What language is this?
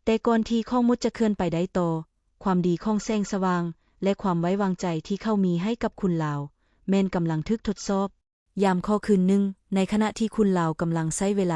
Lao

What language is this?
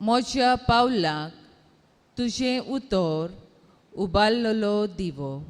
Konkani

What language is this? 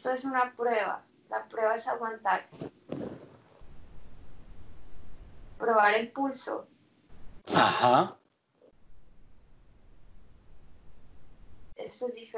Spanish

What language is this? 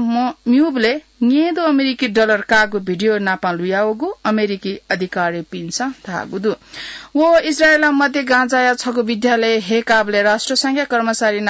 Newari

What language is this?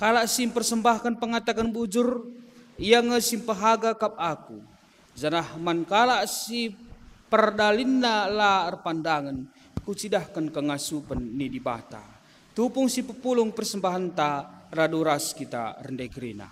Batak Karo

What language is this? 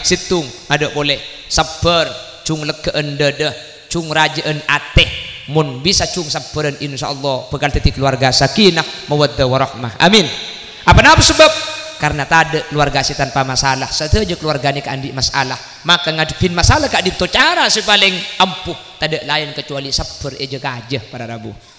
Madurese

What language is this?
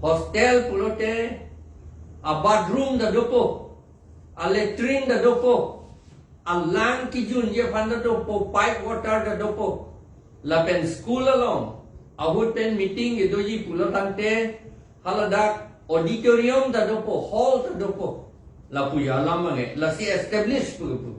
Karbi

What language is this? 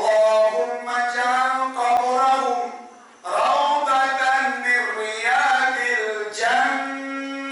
Minangkabau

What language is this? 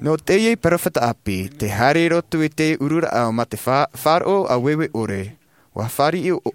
Tahitian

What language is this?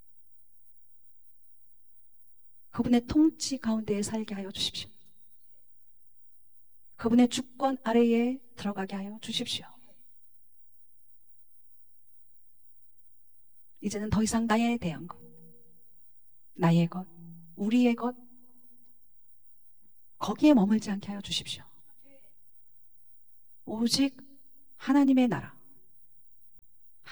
Korean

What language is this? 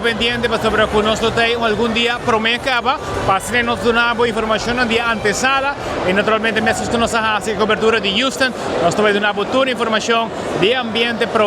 Papiamento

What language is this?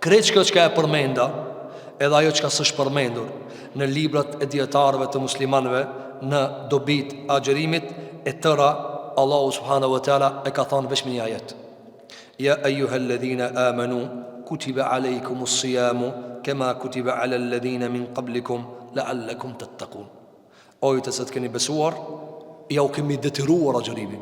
Albanian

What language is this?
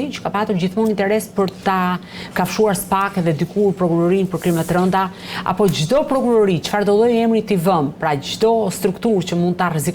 Albanian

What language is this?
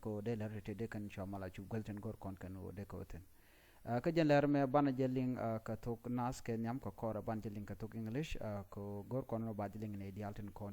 Nuer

